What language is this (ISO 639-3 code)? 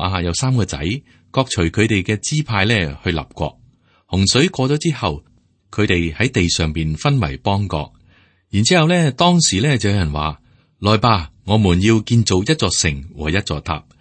yue